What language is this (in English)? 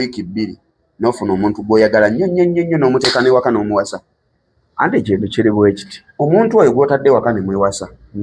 Ganda